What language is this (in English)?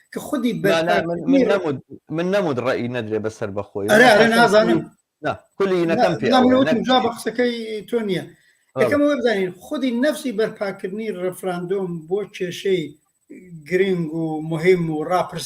Central Kurdish